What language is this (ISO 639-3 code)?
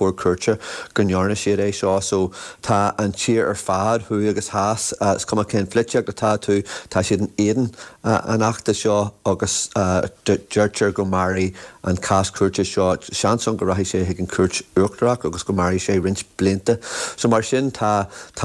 gle